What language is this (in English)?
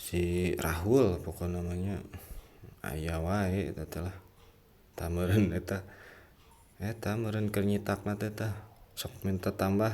Sundanese